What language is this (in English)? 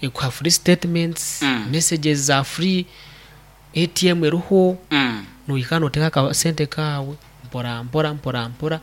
Nyankole